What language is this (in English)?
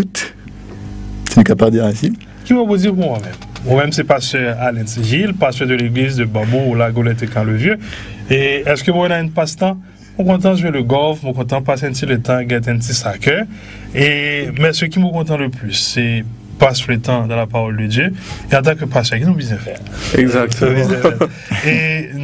Morisyen